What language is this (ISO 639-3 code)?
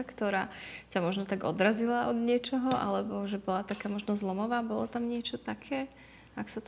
slk